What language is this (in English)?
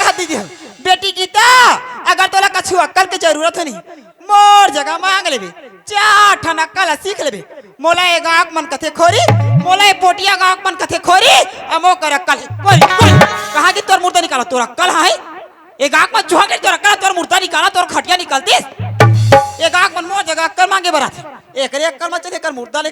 Chhattisgarhi